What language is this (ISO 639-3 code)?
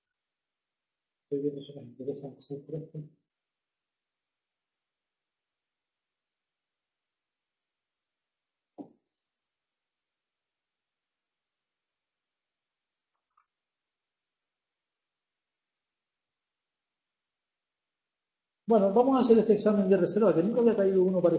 spa